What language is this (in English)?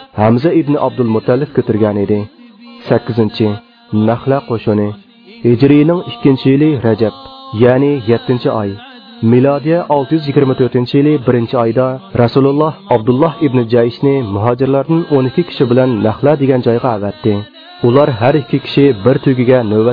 Uyghur